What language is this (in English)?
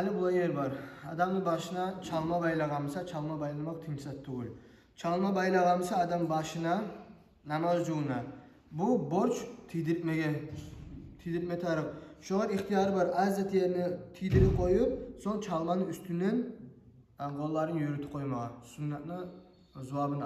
Kumyk